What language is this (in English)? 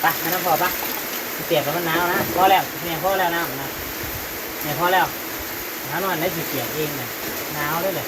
Northeastern Thai